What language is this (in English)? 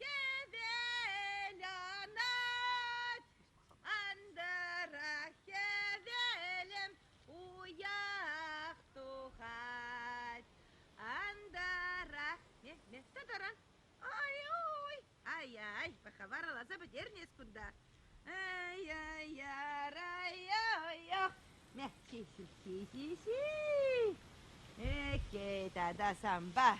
Chuvash